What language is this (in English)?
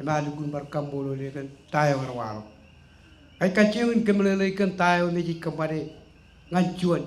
Marshallese